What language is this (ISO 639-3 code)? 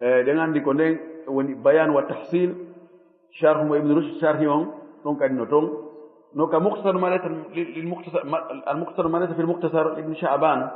ful